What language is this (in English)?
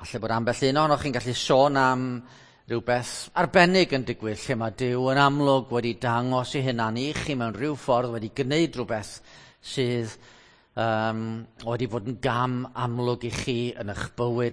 Welsh